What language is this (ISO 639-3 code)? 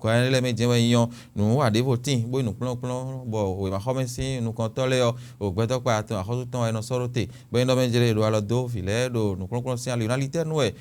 fon